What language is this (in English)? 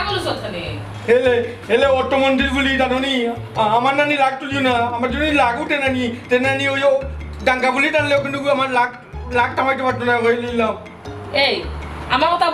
Sylheti